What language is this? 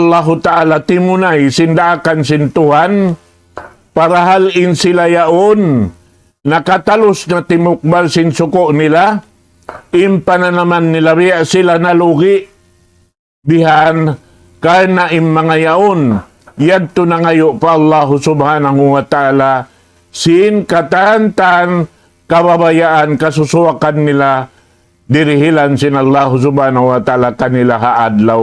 Tausug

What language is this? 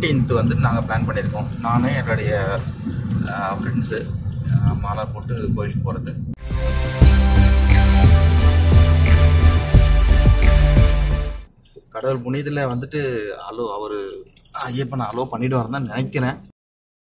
Tamil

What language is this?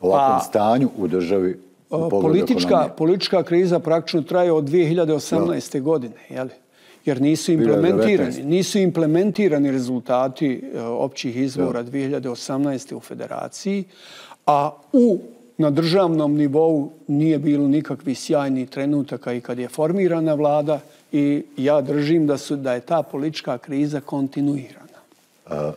Bosnian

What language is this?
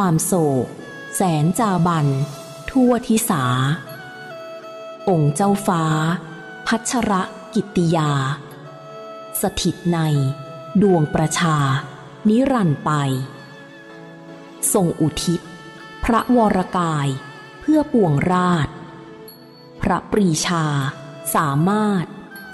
Thai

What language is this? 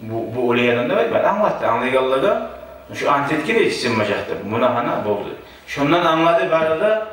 Kumyk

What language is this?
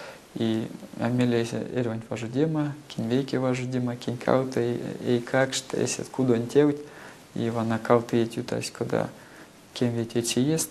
Erzya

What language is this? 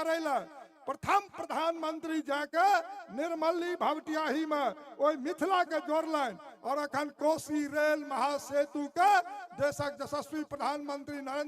Maithili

